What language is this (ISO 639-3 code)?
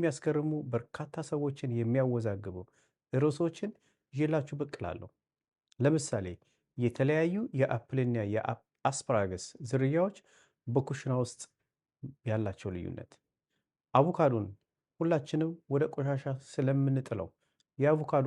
amh